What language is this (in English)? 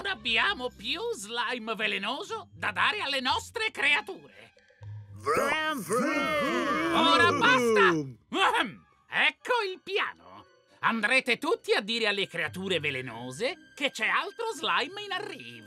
Italian